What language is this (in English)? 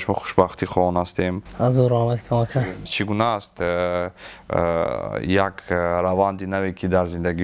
Tajik